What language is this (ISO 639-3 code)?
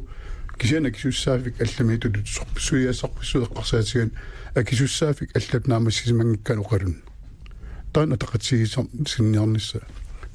kal